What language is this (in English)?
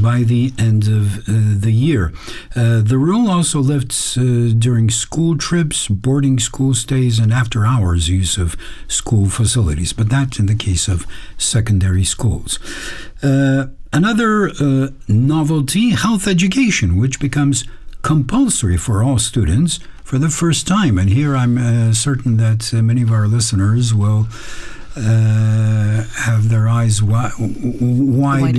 English